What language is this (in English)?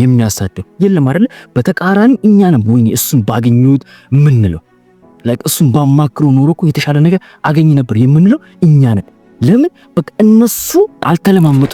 Amharic